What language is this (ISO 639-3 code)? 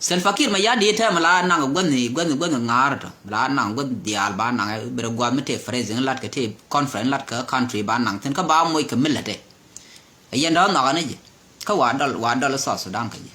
nus